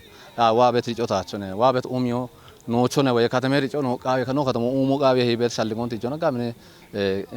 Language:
Kafa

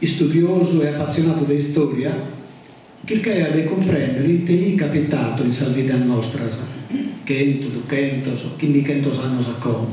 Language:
Sardinian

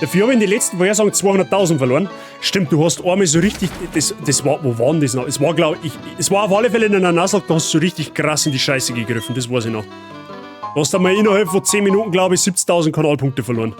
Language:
Bavarian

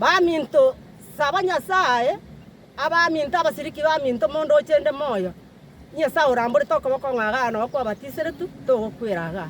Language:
Gusii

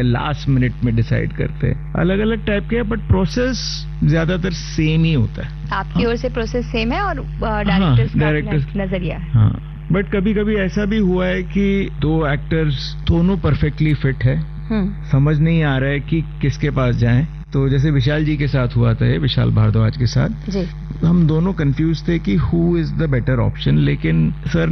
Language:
Hindi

